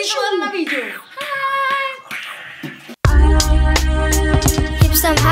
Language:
Danish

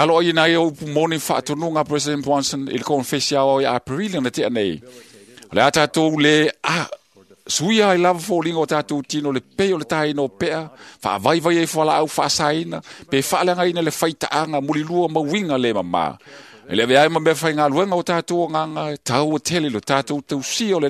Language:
Samoan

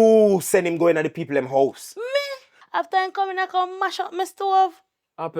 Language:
Jamaican Creole English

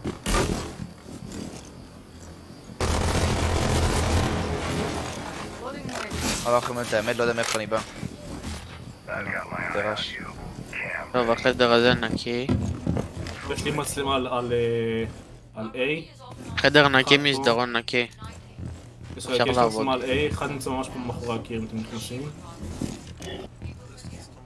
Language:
Hebrew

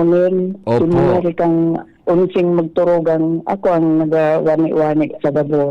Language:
Bikol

